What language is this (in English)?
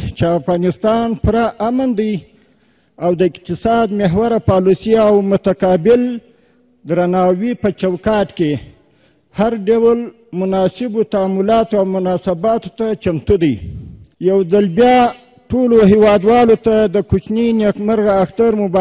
Pashto